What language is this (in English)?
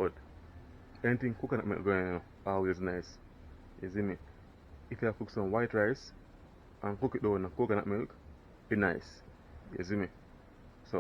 Jamaican Creole English